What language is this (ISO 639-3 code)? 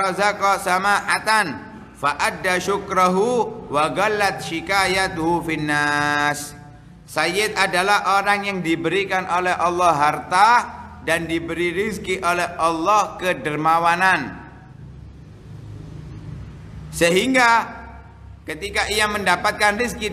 ind